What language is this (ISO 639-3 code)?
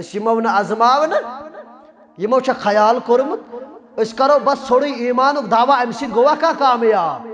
kas